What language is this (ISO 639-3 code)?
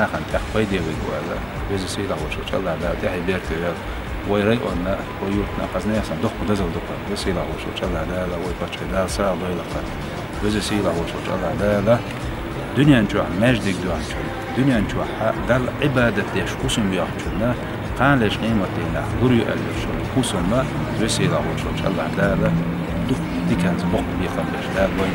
che